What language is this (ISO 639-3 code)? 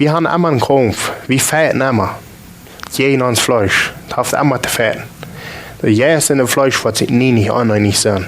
pdt